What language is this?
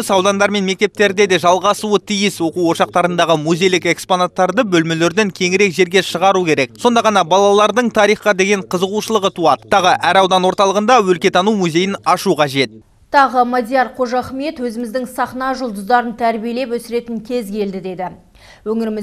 Kazakh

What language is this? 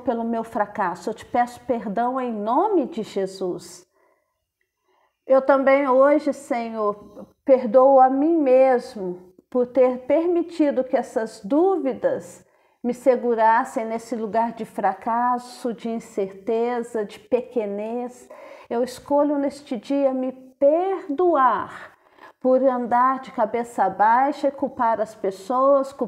Portuguese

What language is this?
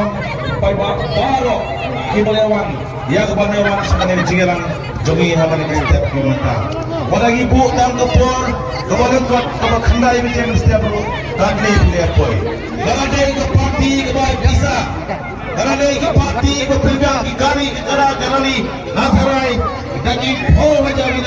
Khasi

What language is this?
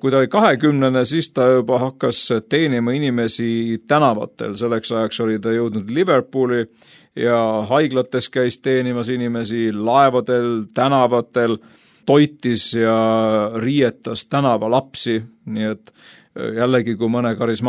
Estonian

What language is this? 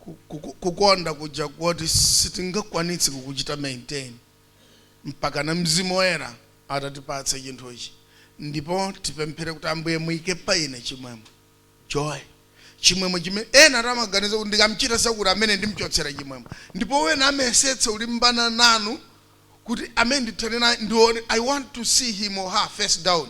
Nyanja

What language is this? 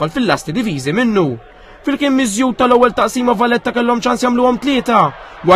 Maltese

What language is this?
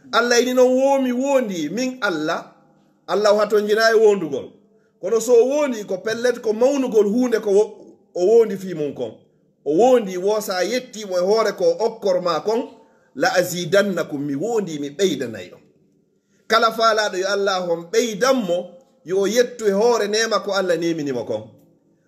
Fula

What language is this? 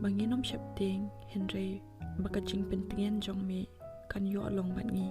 Khasi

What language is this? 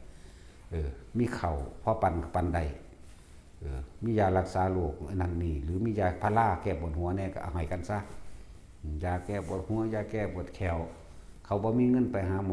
Northeastern Thai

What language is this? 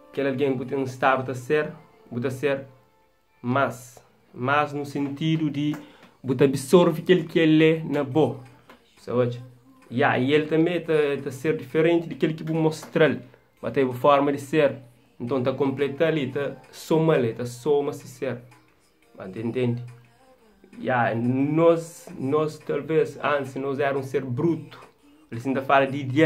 Kabuverdianu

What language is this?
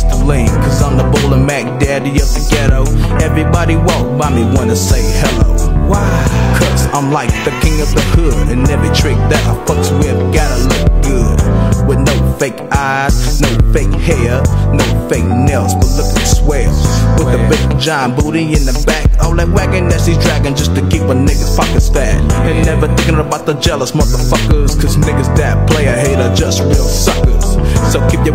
English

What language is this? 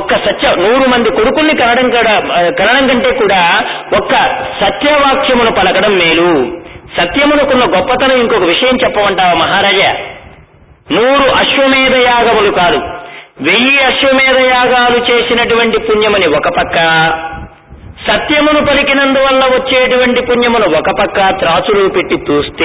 Telugu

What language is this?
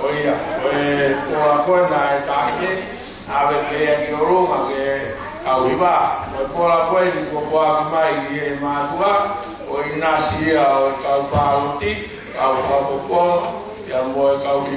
Tongan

